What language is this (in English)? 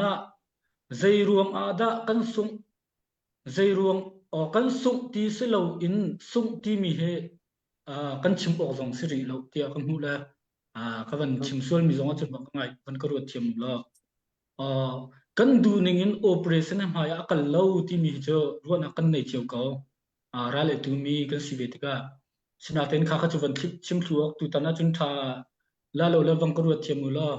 Hakha Chin